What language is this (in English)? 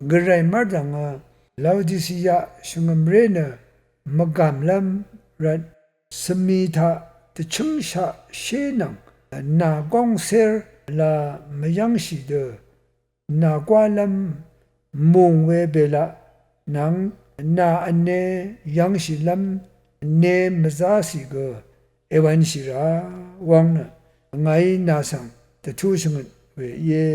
Rawang